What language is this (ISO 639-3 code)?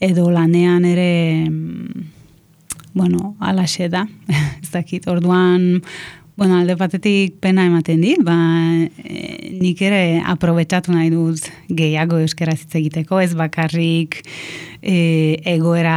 eus